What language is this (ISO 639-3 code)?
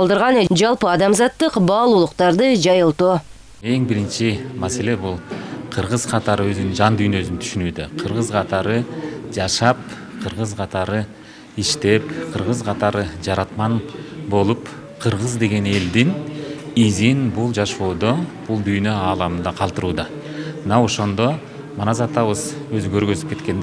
kir